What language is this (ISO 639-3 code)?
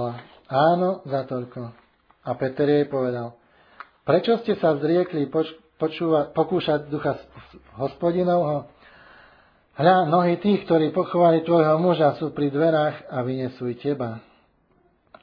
slk